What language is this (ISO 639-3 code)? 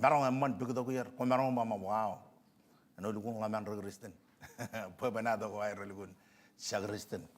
mah